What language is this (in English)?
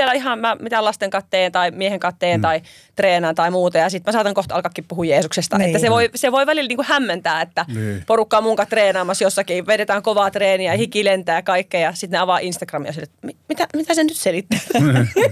Finnish